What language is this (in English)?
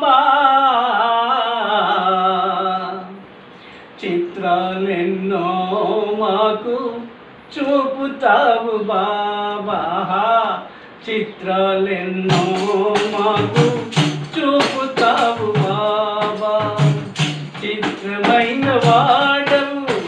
Telugu